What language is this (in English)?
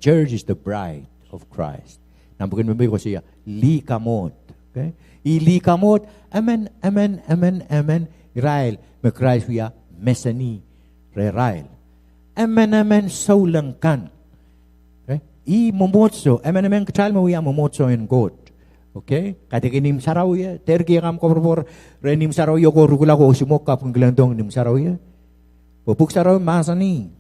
Pohnpeian